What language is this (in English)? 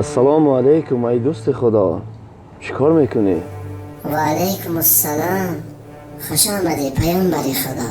Tajik